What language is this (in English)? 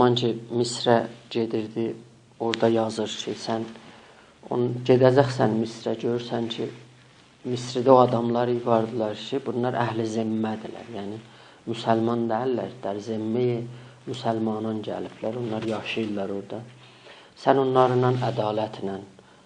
South Azerbaijani